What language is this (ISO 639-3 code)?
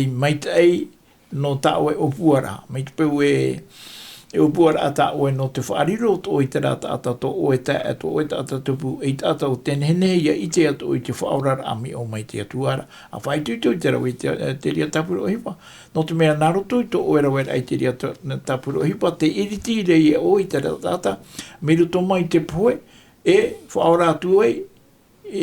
tah